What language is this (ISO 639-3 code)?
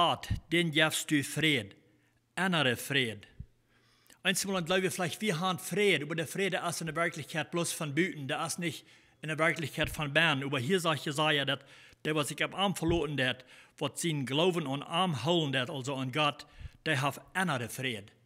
pdt